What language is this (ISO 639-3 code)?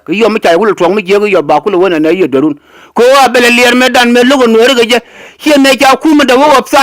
nus